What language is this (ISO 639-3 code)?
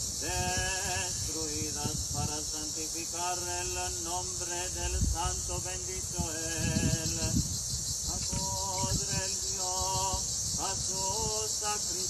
lad